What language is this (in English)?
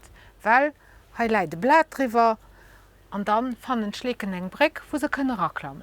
Luxembourgish